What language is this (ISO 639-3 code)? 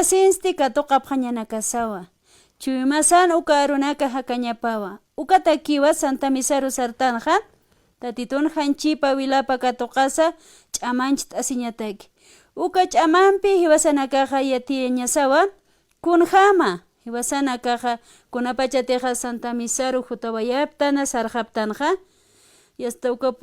aym